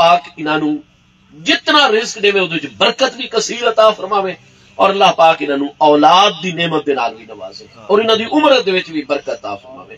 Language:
Saraiki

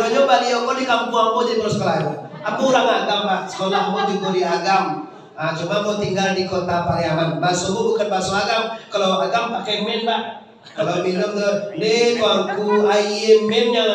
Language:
Minangkabau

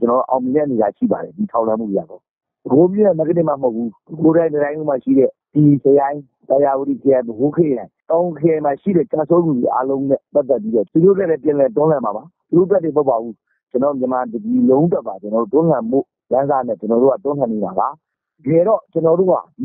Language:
Burmese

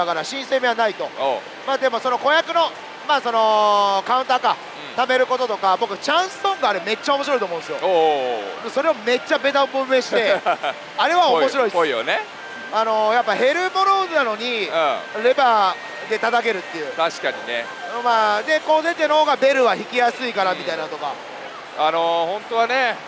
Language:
Japanese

